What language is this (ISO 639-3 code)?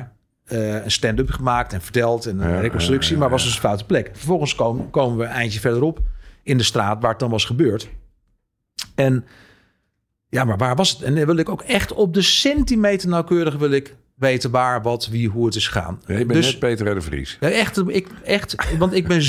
nld